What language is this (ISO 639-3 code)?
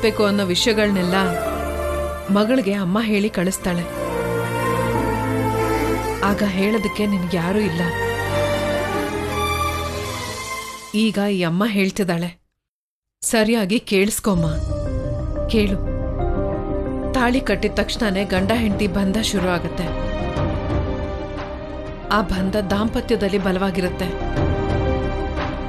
kan